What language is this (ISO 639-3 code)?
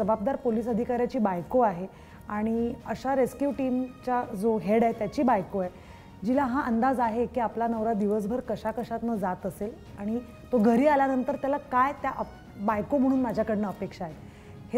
mar